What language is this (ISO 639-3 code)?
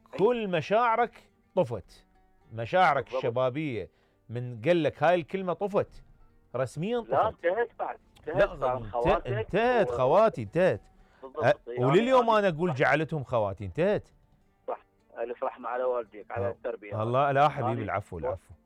acm